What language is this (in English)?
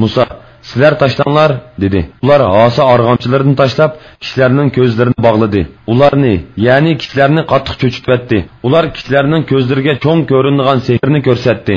Uyghur